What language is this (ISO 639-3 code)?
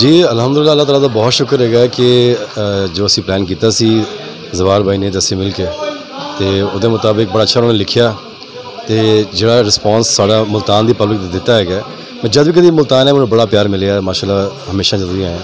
skr